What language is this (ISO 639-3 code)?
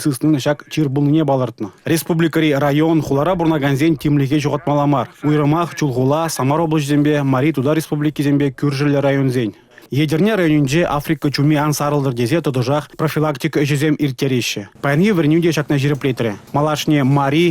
chv